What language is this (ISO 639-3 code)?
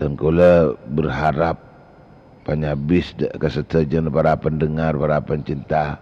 mad